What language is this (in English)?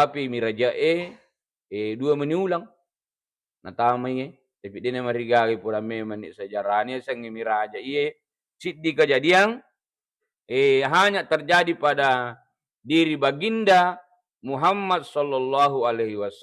Buginese